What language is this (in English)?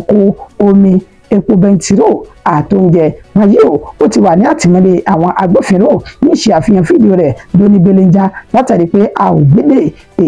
Yoruba